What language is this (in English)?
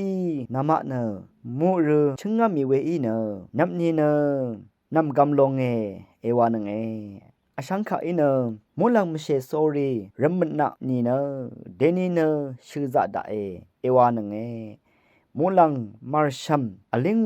Rawang